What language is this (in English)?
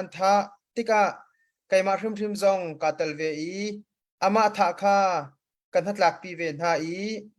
Hakha Chin